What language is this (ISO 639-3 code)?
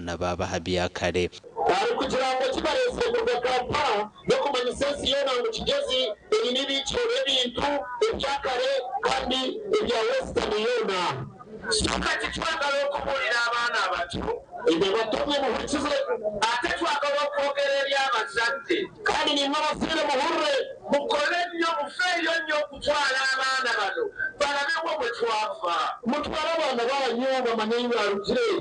nyn